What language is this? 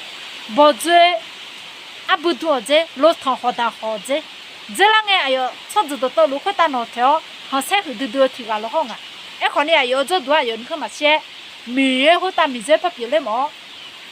Akha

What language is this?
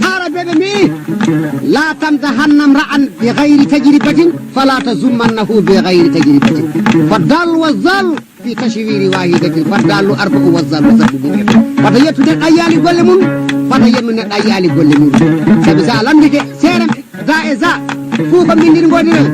Fula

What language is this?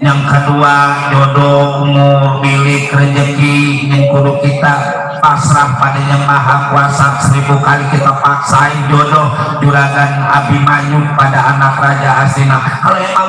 Betawi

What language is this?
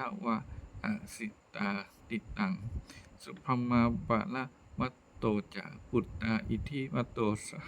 Pali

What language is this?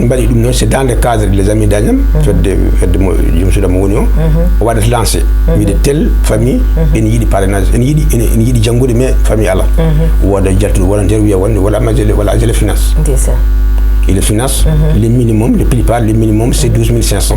Fula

